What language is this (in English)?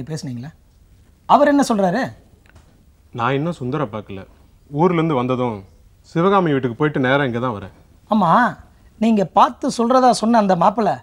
Tamil